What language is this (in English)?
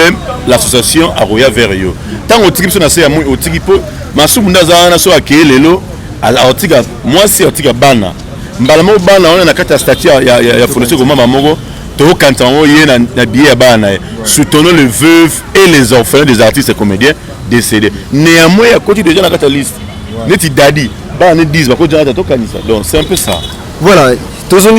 Lingala